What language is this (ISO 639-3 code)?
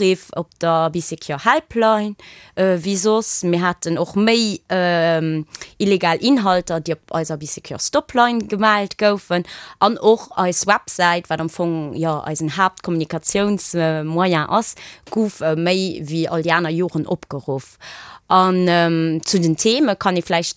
ltz